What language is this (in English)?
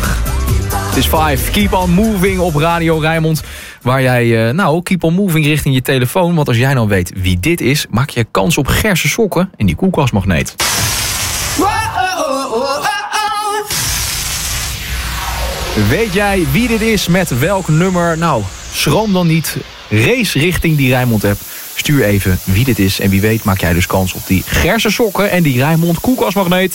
Dutch